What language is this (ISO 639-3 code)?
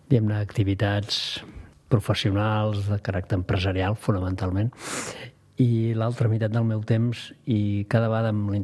cat